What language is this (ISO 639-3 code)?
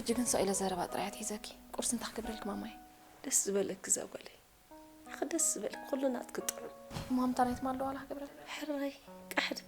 tir